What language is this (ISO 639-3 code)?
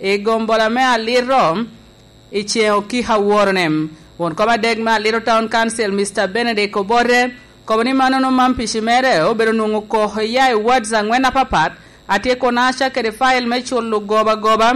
laj